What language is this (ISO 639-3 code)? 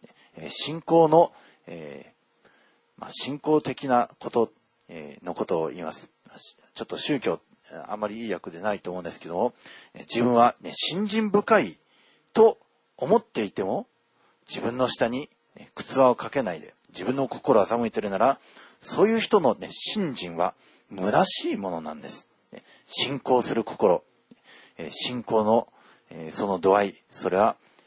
jpn